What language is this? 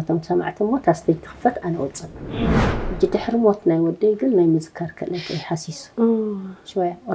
Tigrinya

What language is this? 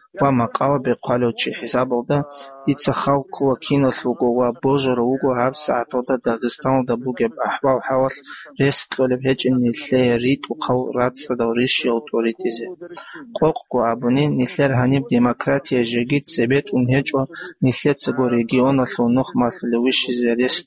Avaric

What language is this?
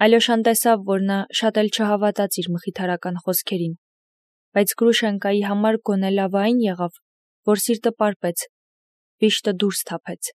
Armenian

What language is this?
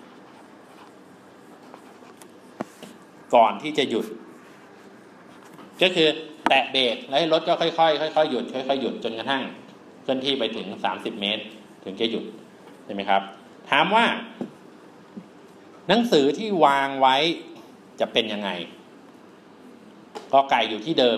Thai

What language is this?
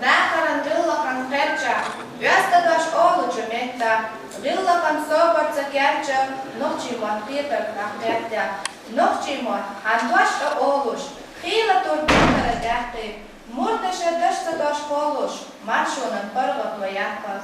Chechen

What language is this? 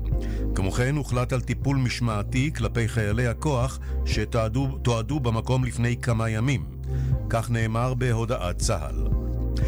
Hebrew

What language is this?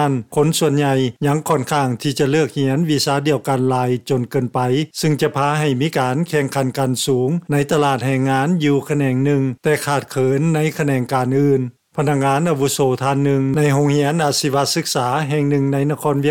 Lao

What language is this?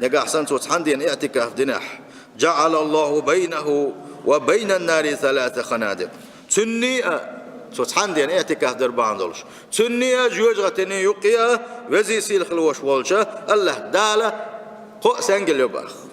Chechen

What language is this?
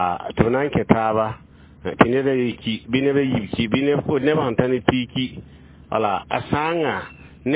Mossi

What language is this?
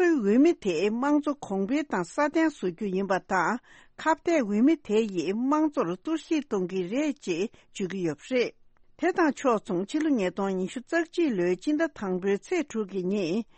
Tibetan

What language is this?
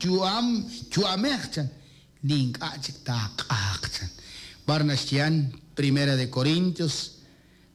Kekchí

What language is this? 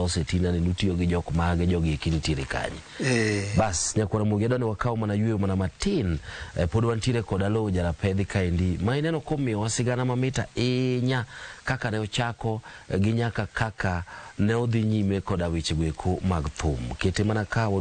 Luo (Kenya and Tanzania)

